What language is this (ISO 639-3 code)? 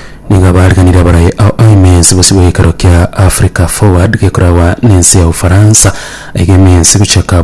guz